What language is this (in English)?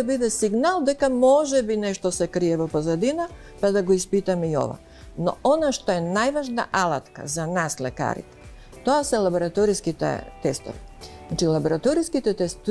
Macedonian